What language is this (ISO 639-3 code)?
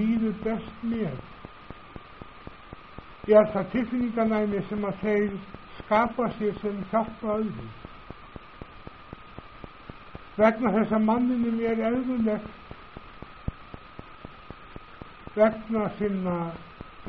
isl